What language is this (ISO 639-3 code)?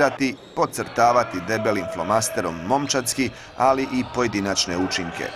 hrv